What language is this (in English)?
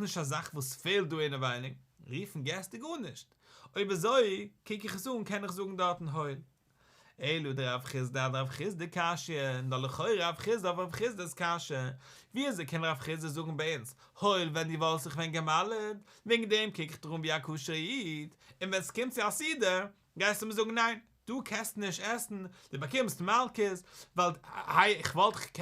Yiddish